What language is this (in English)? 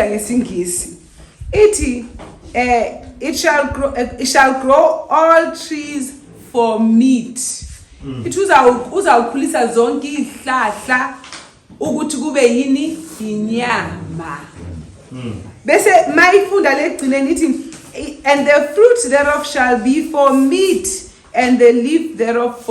Zulu